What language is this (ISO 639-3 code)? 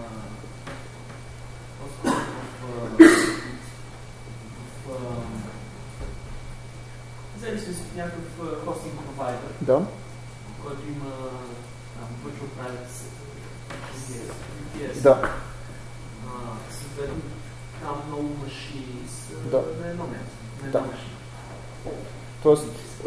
bul